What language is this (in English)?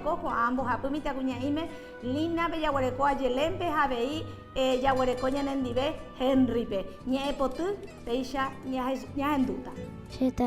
Guarani